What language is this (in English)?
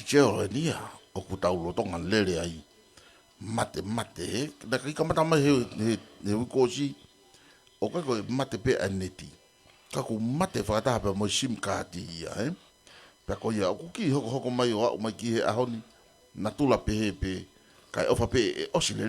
Tongan